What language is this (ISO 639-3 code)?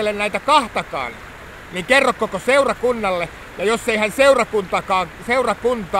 fin